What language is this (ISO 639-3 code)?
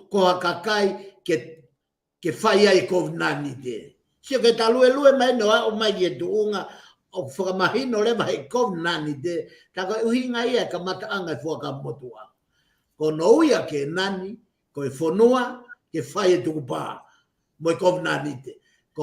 ton